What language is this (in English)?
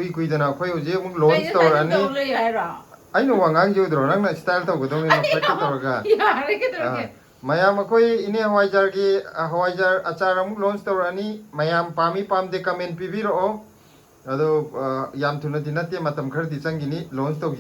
Manipuri